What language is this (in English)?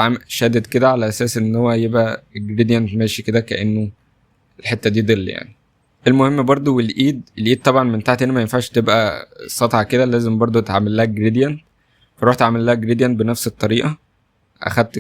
Egyptian Arabic